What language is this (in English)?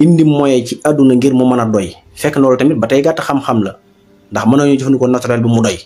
Wolof